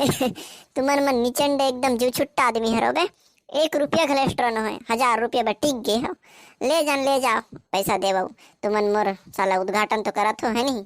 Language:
Chhattisgarhi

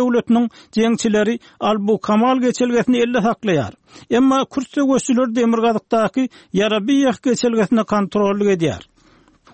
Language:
Turkmen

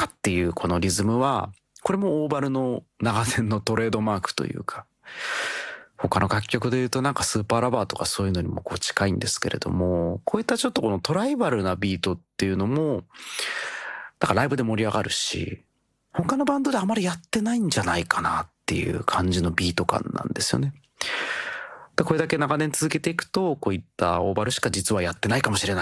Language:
Japanese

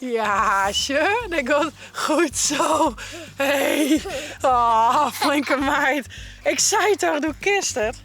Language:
Western Frisian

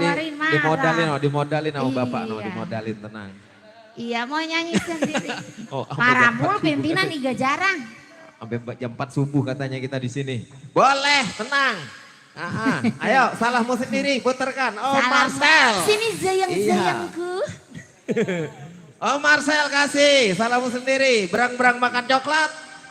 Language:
Betawi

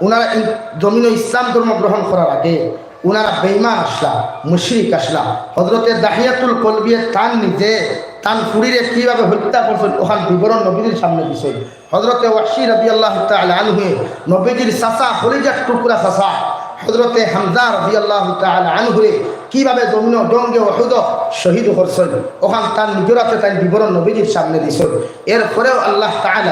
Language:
Sylheti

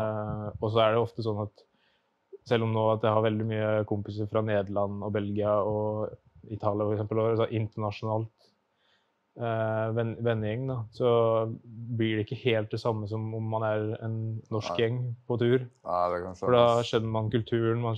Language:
Norwegian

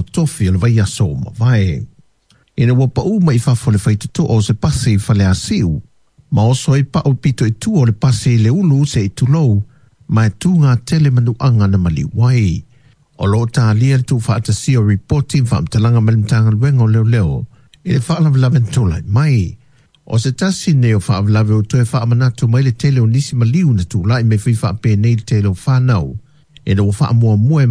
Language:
Samoan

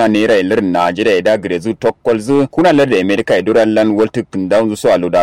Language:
Kanuri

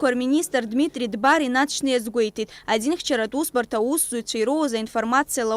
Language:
Abkhazian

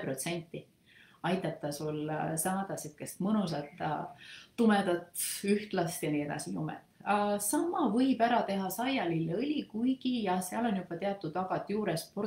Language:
Estonian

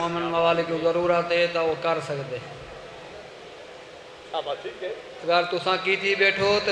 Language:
Hindi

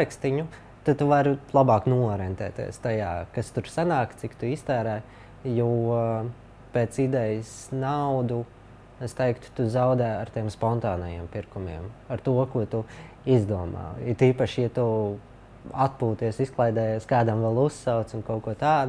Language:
Latvian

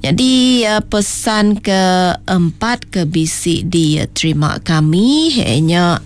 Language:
Iban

